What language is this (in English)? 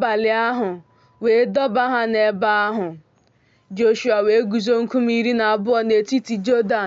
Igbo